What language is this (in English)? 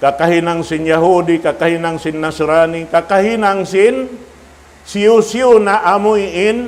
Tausug